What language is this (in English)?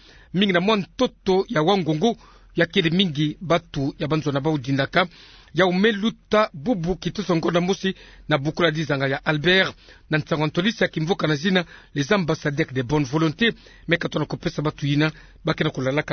Kituba (Democratic Republic of Congo)